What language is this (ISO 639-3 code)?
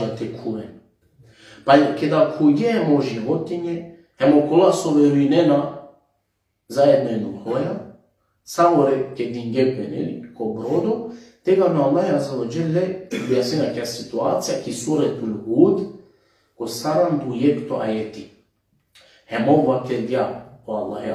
rmn